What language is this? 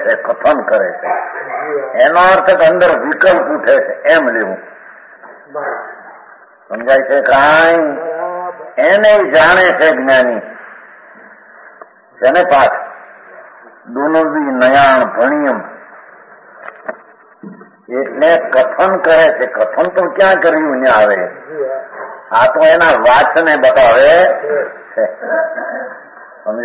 Gujarati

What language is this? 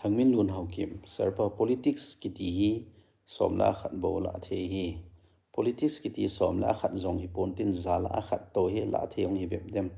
Thado Chin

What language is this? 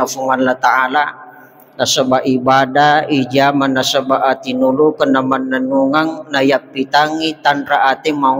Buginese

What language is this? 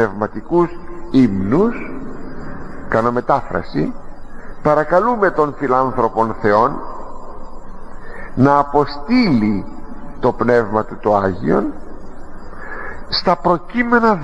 Greek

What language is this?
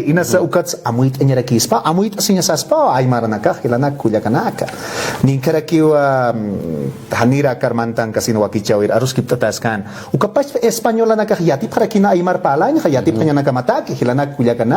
Aymara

